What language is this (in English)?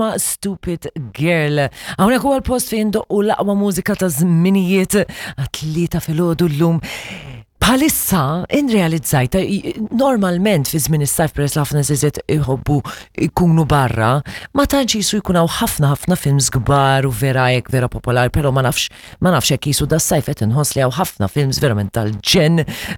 Maltese